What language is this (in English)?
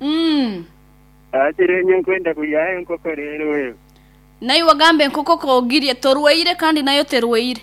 Nyankole